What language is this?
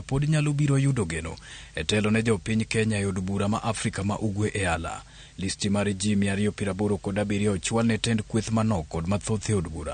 Luo (Kenya and Tanzania)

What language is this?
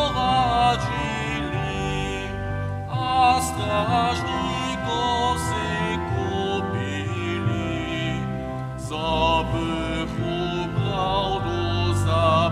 Upper Sorbian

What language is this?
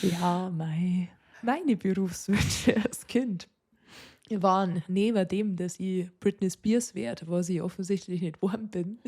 Bavarian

